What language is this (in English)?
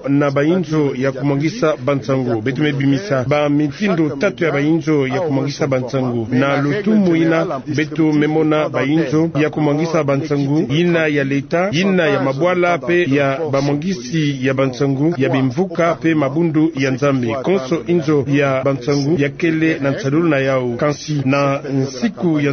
Kituba (Democratic Republic of Congo)